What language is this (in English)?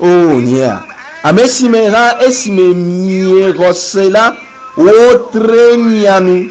Ewe